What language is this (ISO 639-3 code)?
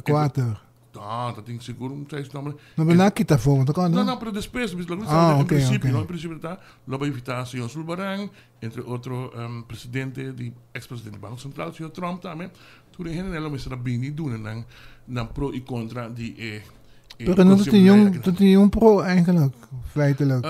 pap